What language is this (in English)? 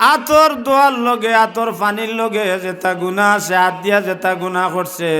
Sylheti